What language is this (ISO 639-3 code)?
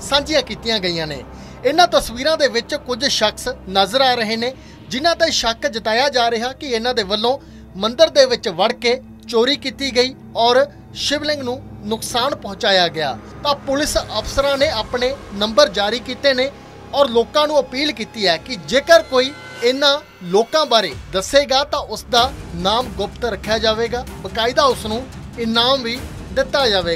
pan